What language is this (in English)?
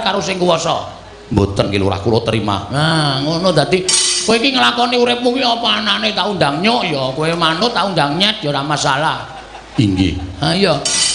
Javanese